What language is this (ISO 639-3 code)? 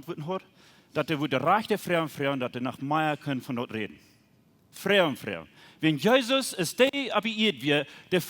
pdt